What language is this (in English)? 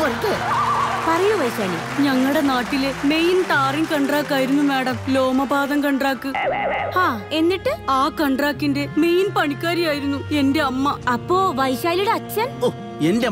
Malayalam